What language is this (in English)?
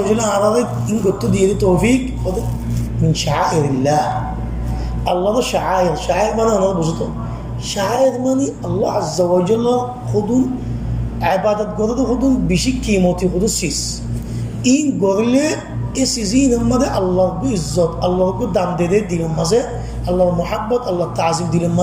Rohingya